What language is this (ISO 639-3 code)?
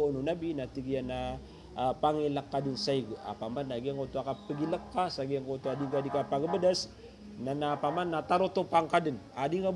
mrw